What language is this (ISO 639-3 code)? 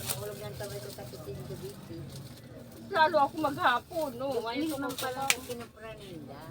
bik